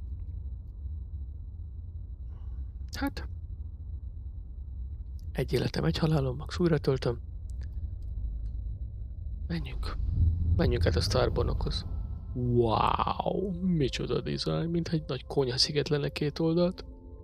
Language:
Hungarian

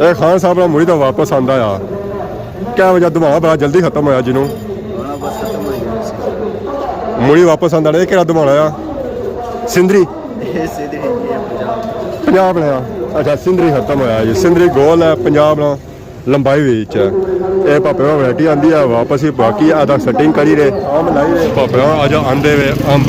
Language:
Pahari-Potwari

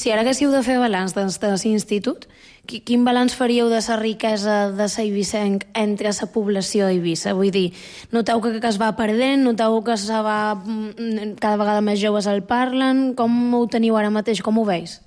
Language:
Catalan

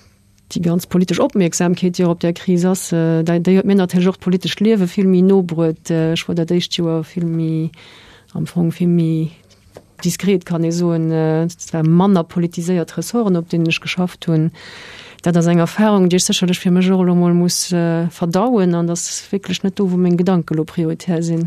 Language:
Luxembourgish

